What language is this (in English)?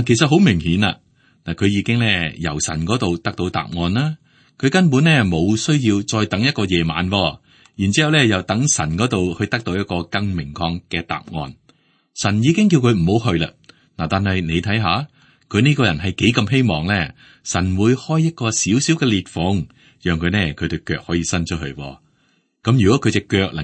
Cantonese